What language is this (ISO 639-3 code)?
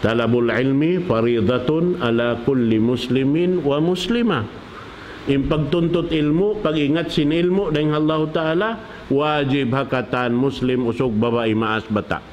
tsg